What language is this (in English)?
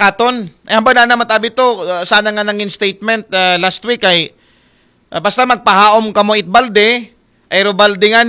Aklanon